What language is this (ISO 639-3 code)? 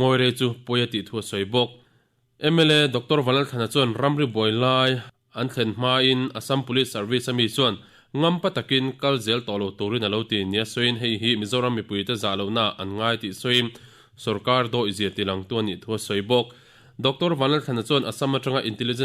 lus